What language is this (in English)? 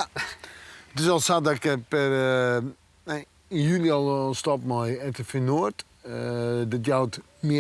Western Frisian